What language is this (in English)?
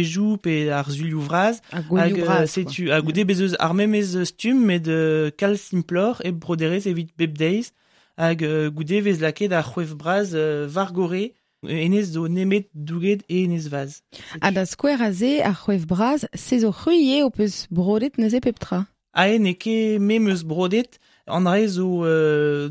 Breton